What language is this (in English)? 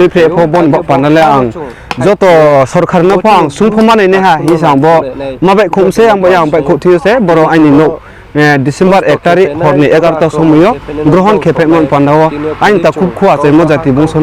Riang (India)